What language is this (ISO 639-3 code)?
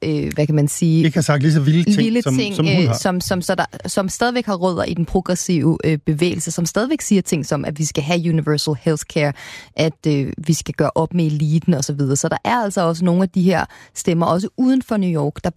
dan